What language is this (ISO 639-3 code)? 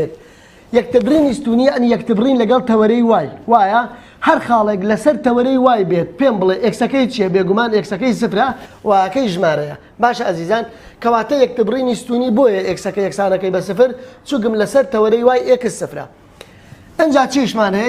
ckb